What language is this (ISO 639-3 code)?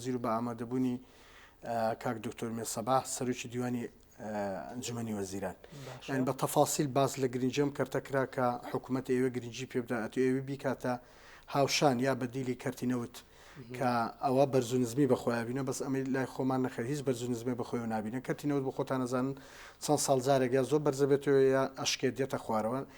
ckb